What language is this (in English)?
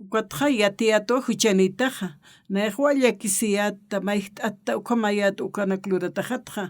Aymara